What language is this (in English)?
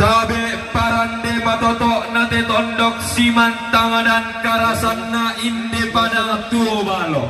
Toraja-Sa'dan